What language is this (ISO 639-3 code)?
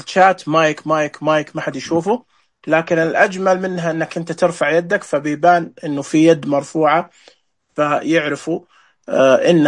ars